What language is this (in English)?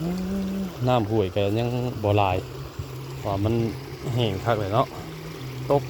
Northeastern Thai